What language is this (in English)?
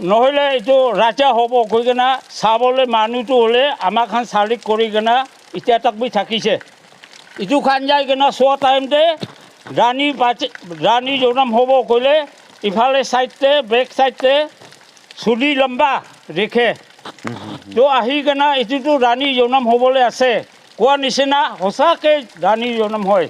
Naga Pidgin